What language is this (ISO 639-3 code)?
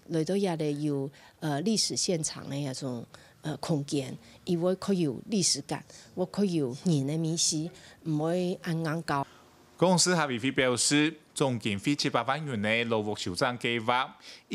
hak